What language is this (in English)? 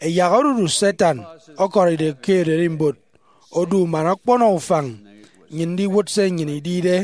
Efik